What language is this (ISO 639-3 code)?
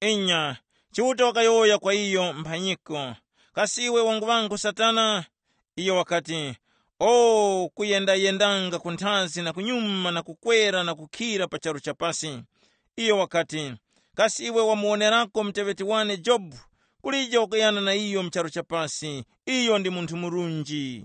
tum